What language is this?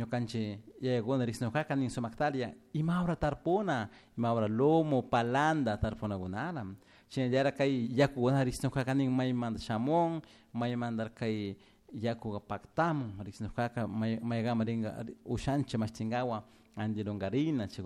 Chimborazo Highland Quichua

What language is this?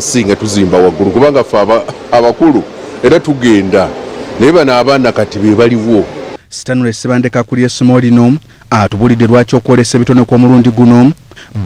Ganda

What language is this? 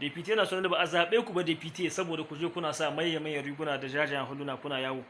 Hausa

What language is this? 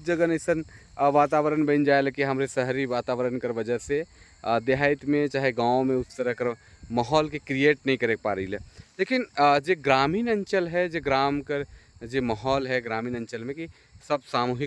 Sadri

